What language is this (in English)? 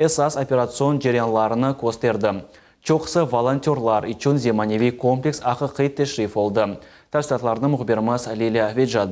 Crimean Tatar